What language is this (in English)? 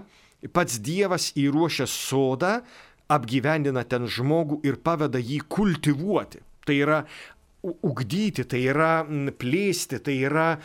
Lithuanian